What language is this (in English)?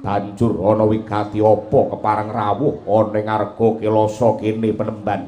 Javanese